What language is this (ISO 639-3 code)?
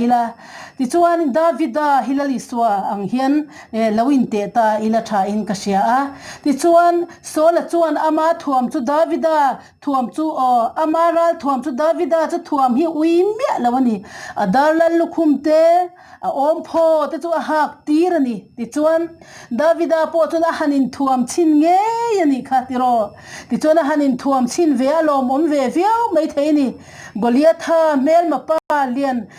lus